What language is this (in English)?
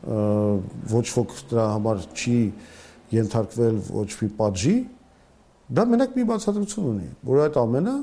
Armenian